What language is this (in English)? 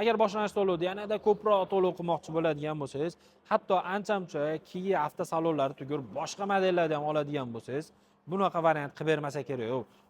Uzbek